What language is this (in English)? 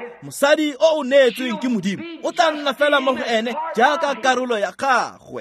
Tswana